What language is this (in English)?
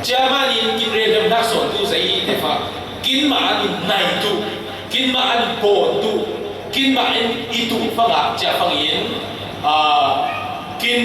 Falam Chin